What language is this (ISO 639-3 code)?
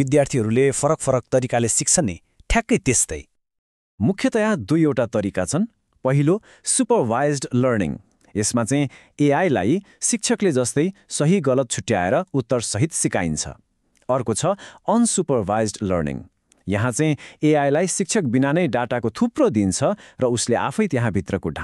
nep